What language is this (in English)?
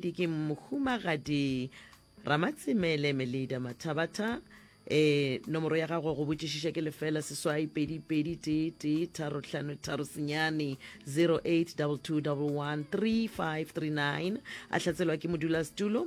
Northern Sotho